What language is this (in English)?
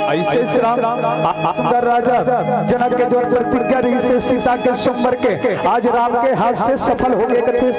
Chhattisgarhi